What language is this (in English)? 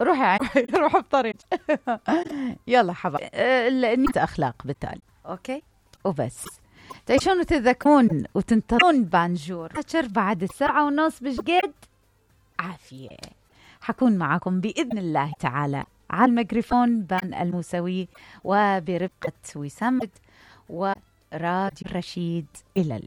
Mesopotamian Arabic